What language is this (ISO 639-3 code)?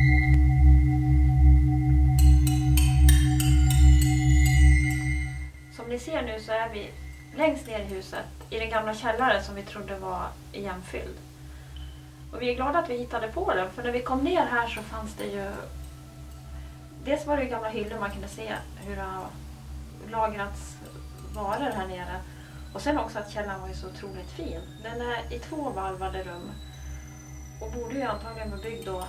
swe